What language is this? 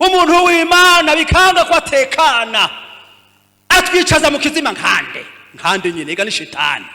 Rundi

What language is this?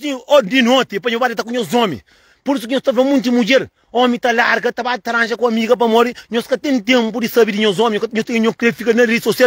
Kabuverdianu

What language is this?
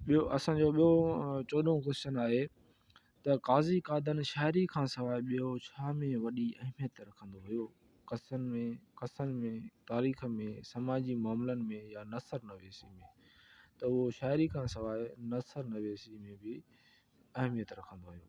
Sindhi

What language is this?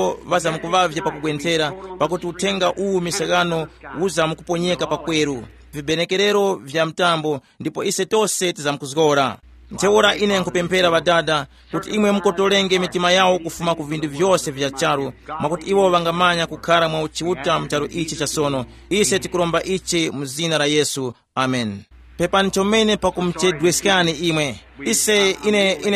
Tumbuka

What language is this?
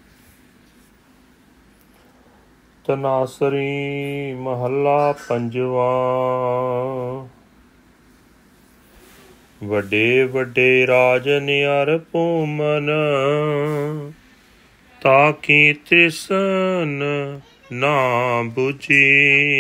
Punjabi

